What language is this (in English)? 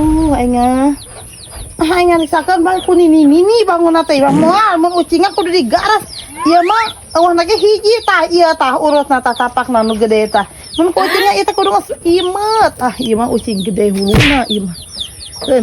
Sundanese